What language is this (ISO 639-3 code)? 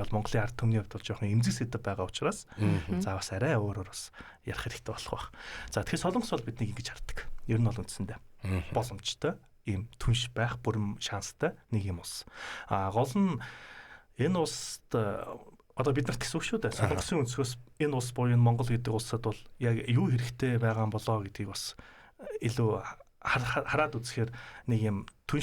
mon